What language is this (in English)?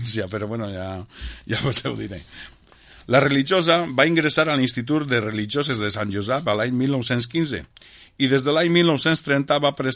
Catalan